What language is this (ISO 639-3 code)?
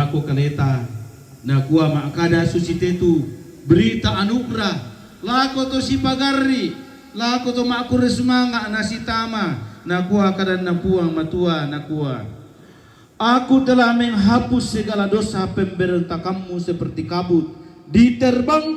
sda